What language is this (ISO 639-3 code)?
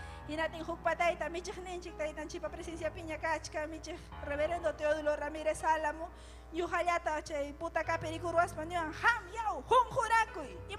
quy